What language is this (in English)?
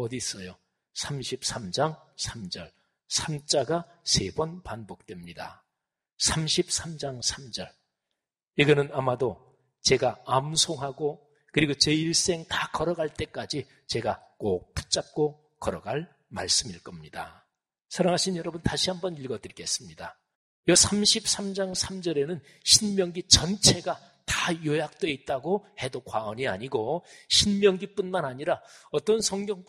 Korean